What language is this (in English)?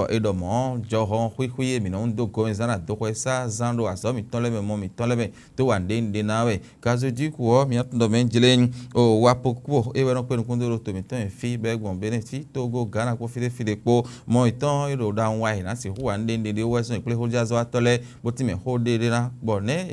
Fon